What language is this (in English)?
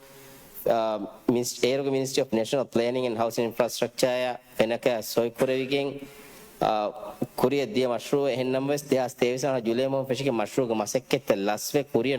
Divehi